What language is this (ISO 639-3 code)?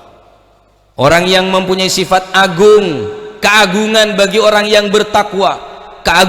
mad